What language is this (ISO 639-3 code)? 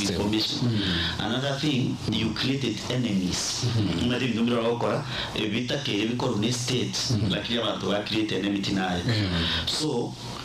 guz